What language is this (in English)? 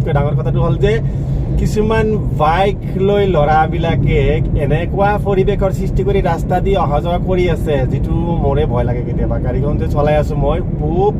Assamese